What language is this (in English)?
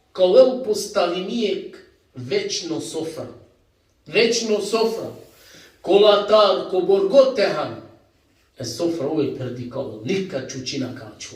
Balkan Romani